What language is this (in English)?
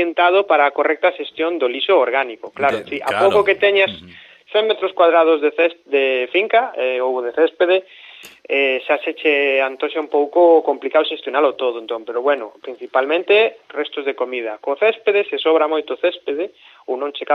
Galician